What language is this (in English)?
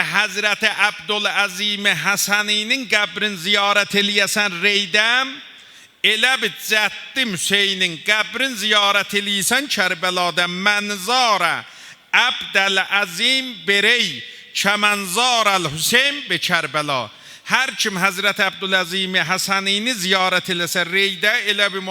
South Azerbaijani